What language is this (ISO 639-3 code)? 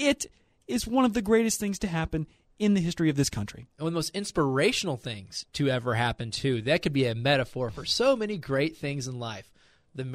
eng